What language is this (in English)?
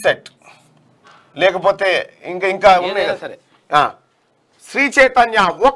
Telugu